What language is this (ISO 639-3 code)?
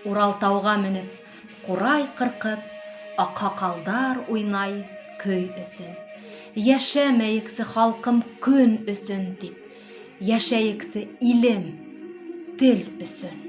bak